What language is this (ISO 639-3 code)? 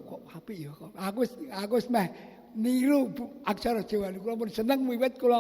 jav